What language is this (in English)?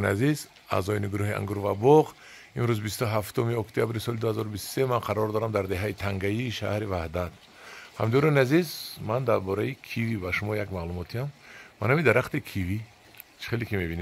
Tajik